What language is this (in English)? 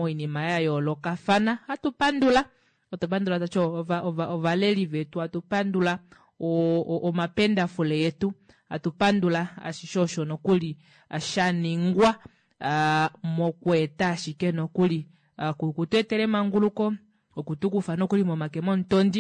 Kuanyama